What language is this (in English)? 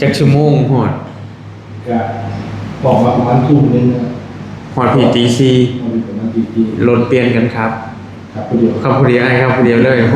Northeastern Thai